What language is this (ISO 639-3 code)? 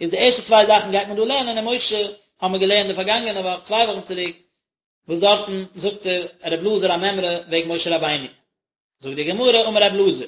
yid